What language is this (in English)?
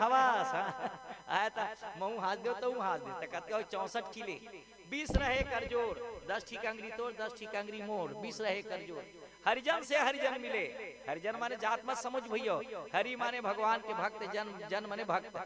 Chhattisgarhi